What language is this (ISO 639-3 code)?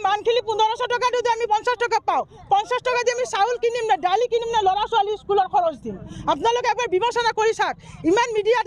asm